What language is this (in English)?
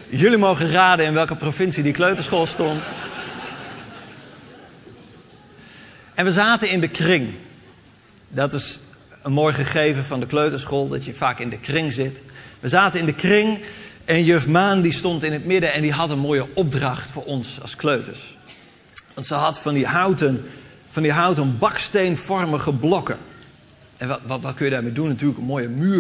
Dutch